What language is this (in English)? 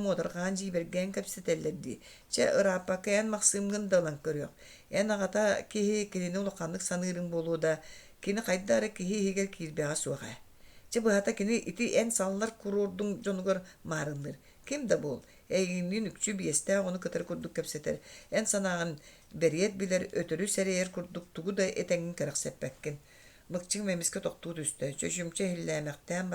Yakut